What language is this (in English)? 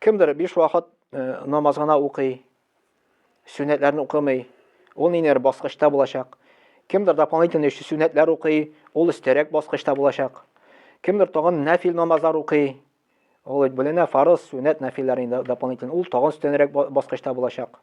Tatar